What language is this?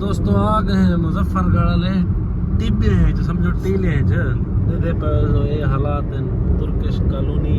Saraiki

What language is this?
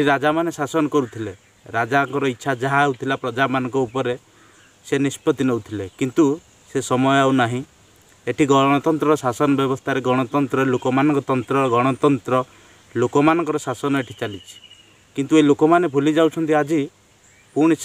Odia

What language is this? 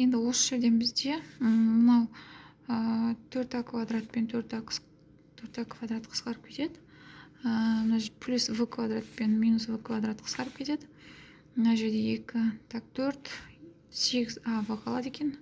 Kazakh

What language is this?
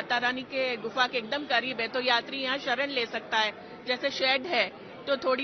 Hindi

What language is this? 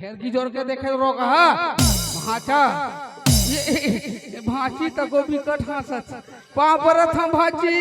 Chhattisgarhi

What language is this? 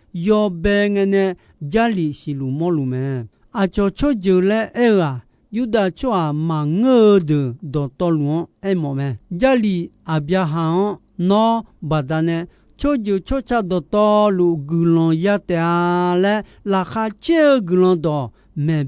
Akha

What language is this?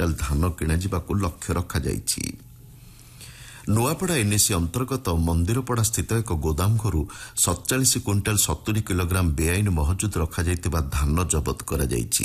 Odia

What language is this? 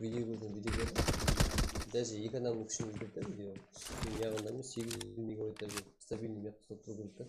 Kara-Kalpak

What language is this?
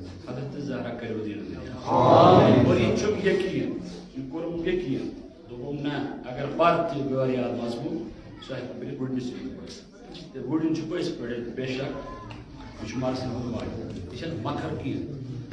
Kashmiri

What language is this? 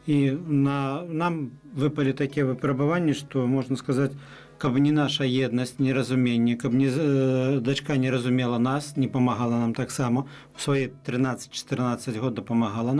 Belarusian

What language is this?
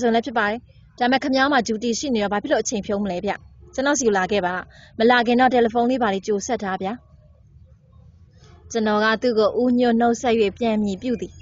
Burmese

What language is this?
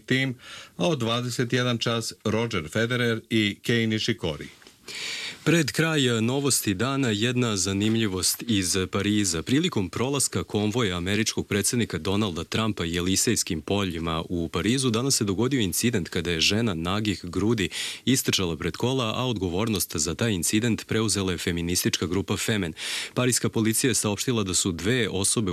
Serbian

